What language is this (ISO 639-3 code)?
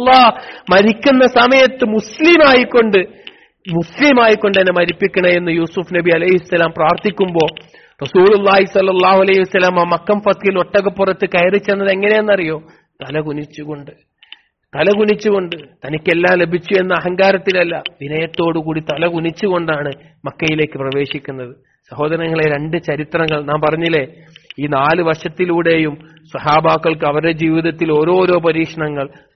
mal